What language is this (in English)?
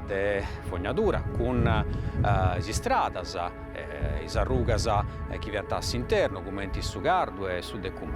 Sardinian